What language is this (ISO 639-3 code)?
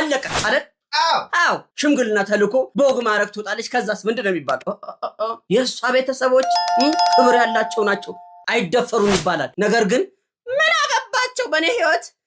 amh